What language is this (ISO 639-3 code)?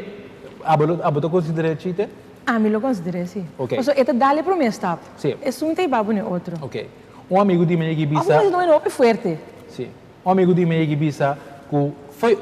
pap